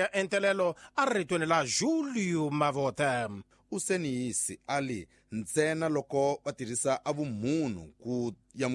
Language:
Tsonga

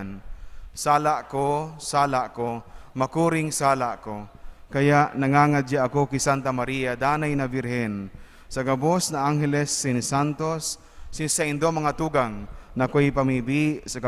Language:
Bikol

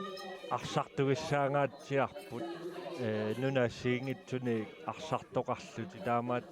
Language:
Kalaallisut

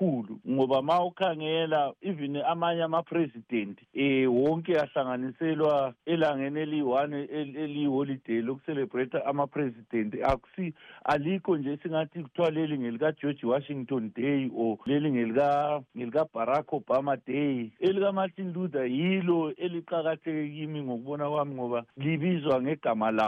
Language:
North Ndebele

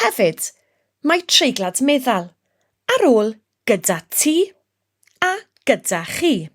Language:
Welsh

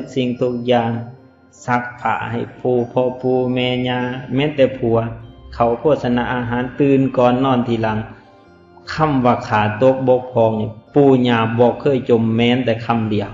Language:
Lao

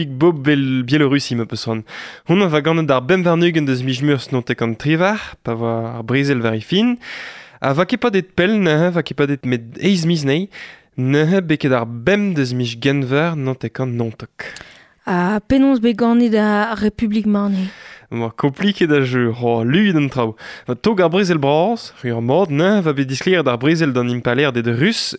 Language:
Breton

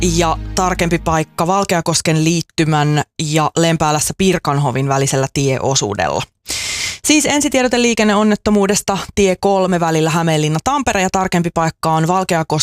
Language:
Finnish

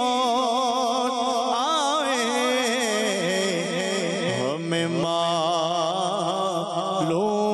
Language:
Urdu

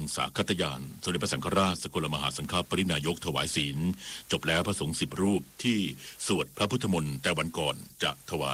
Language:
Thai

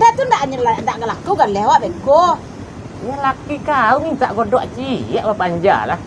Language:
Minangkabau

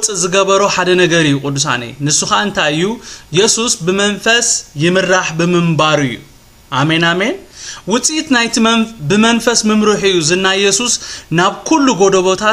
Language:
Tigrinya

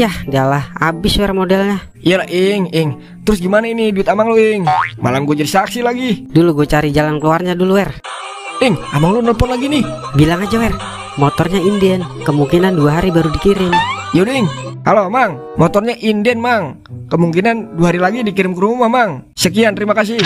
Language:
Betawi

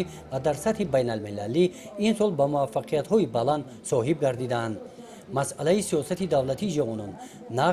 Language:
Tajik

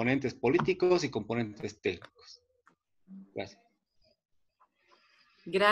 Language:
Spanish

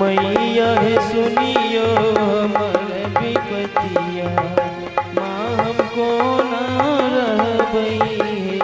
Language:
Maithili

